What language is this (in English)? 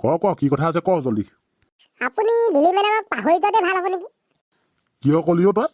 Assamese